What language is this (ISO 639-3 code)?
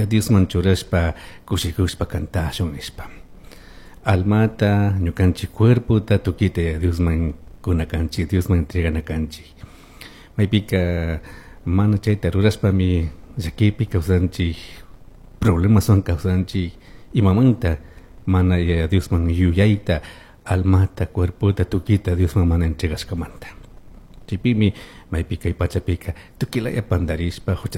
qug